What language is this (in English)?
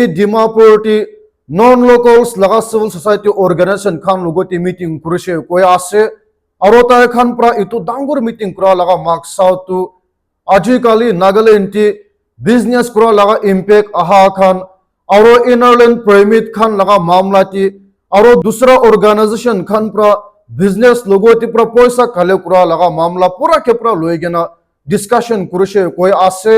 Naga Pidgin